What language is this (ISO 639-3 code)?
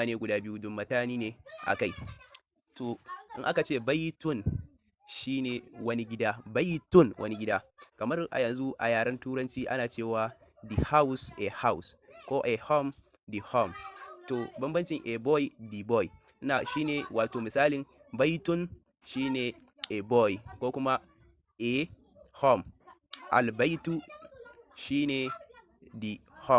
hau